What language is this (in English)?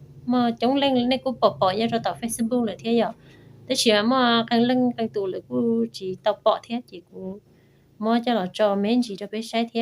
Hmong